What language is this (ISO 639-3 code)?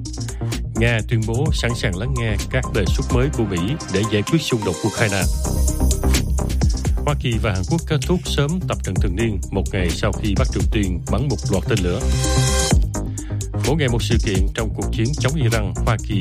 vie